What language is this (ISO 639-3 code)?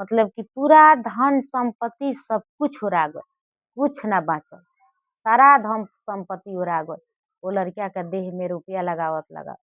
bho